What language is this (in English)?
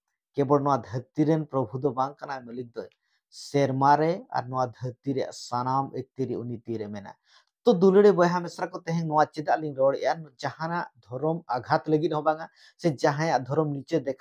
Santali